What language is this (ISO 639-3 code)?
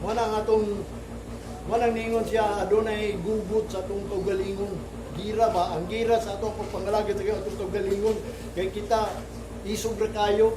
ceb